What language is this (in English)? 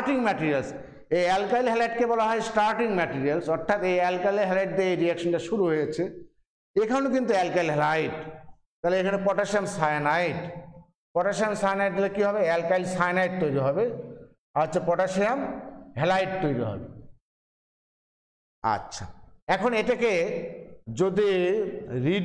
Bangla